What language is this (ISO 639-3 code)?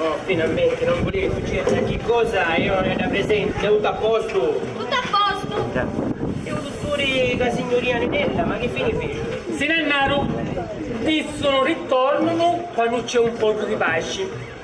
scn